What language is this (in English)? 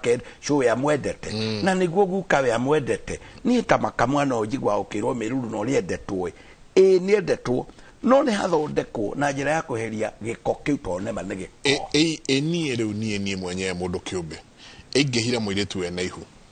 Kikuyu